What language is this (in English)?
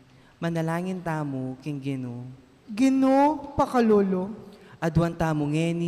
Pampanga